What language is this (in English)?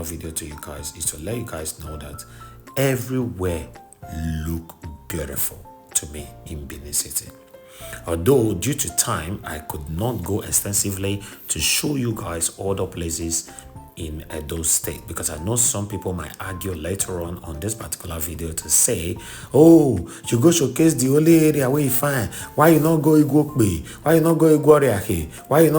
Nigerian Pidgin